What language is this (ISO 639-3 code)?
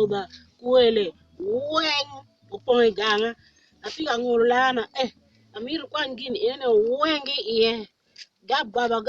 ach